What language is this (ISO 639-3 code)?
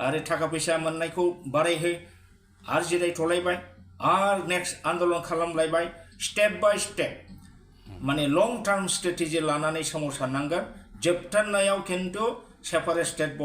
brx